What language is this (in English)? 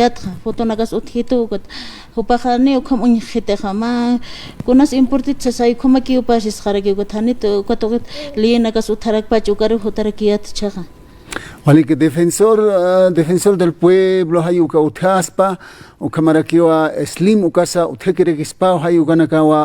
Aymara